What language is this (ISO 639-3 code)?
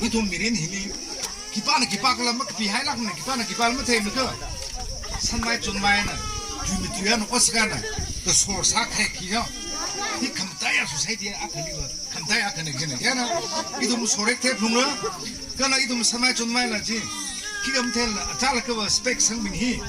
nmf